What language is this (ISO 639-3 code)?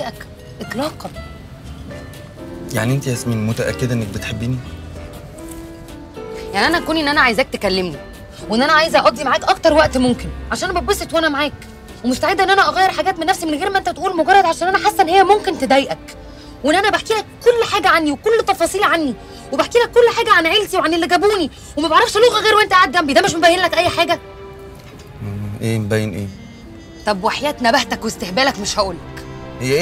arz